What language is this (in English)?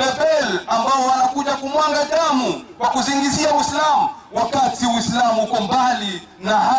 Swahili